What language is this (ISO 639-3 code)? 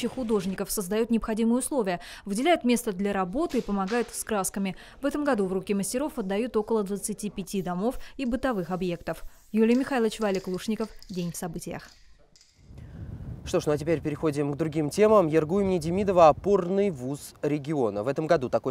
rus